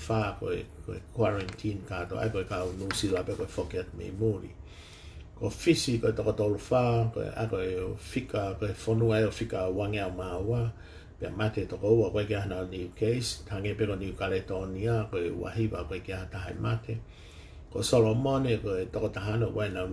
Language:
Tongan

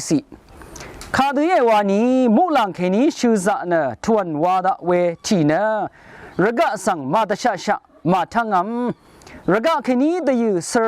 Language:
Rawang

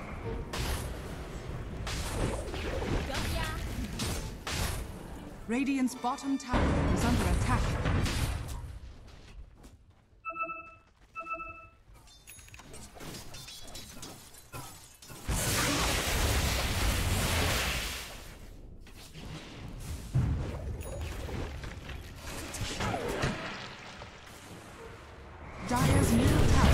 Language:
English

